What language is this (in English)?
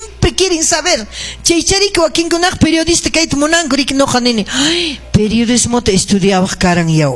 Quechua